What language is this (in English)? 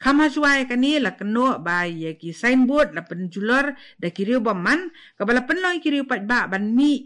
Khasi